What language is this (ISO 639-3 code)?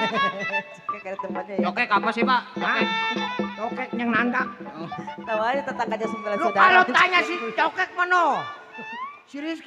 bew